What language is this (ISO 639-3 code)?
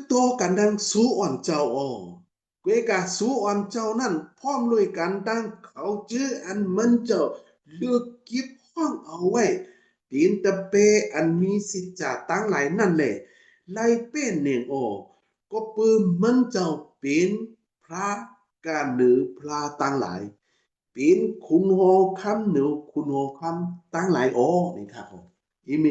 shn